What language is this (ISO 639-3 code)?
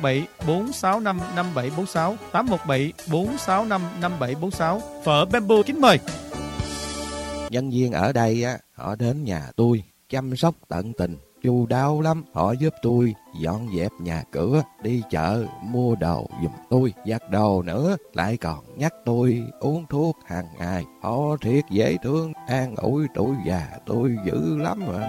vie